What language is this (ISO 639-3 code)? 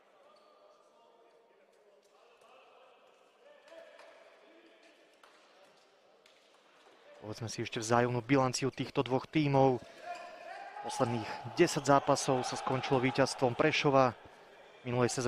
slk